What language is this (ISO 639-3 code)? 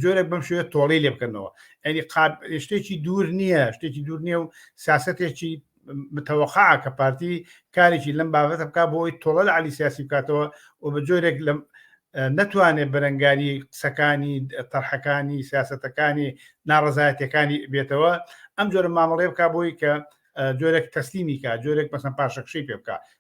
ckb